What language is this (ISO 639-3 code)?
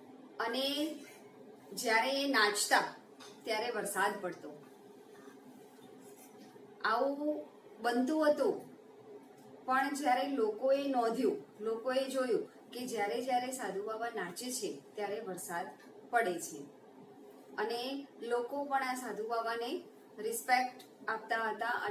guj